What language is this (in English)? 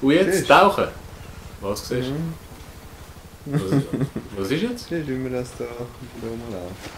Swiss German